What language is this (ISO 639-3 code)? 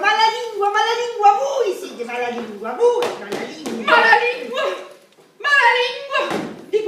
scn